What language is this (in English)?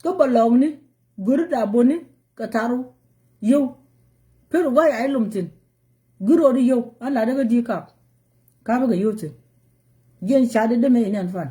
Nuer